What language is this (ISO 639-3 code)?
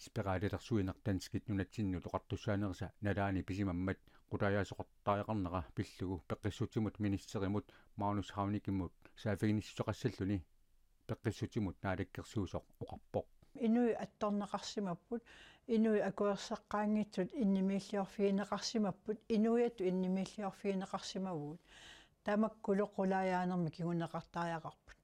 kal